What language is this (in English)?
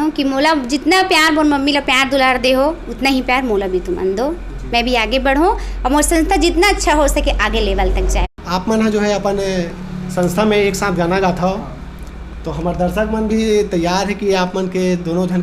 Chhattisgarhi